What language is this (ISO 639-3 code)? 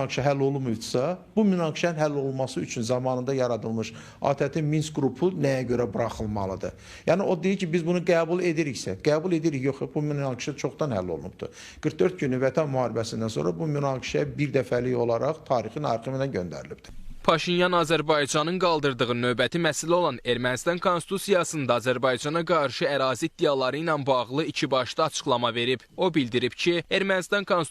aze